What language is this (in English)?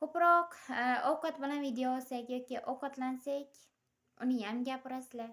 Uzbek